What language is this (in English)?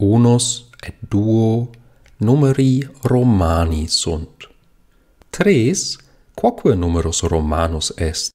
Latin